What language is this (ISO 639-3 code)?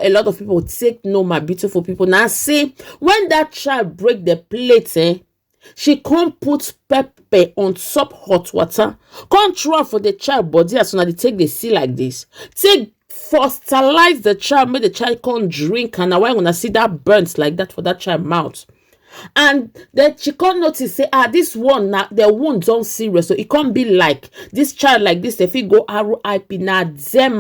pcm